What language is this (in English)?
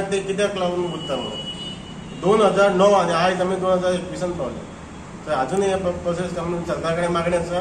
Konkani